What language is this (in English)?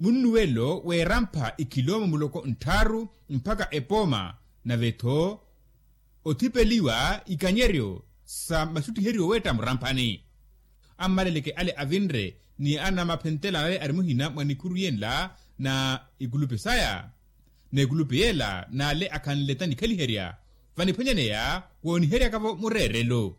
Makhuwa